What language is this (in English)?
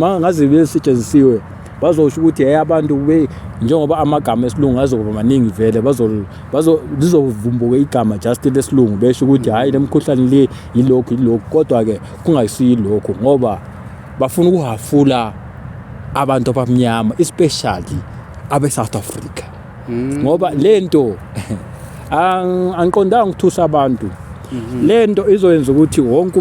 Zulu